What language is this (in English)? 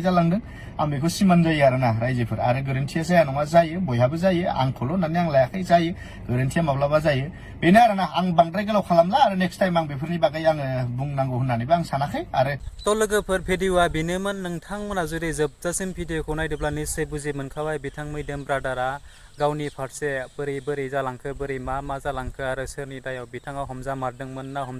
Bodo